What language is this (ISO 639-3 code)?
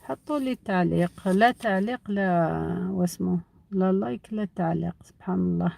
arq